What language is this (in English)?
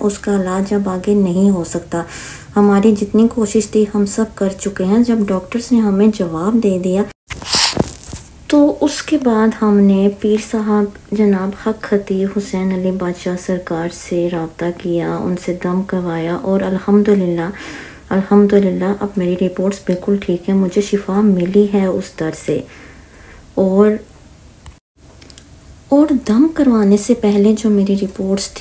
Urdu